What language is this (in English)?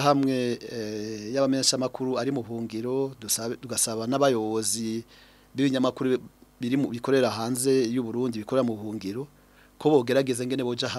Rundi